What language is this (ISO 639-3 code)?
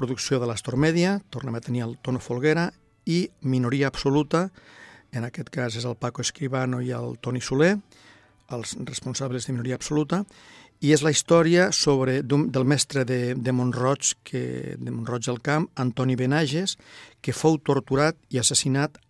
cat